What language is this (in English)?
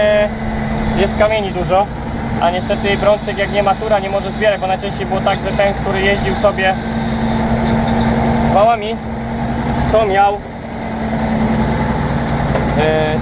Polish